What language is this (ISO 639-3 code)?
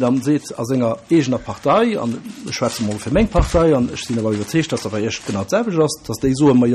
ltz